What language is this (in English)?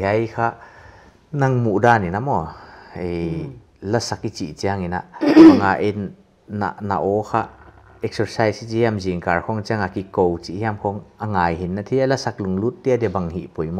Paite Chin